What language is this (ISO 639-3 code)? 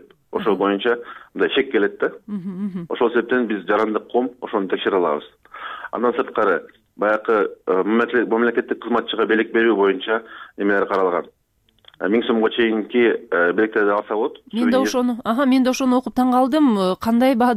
kir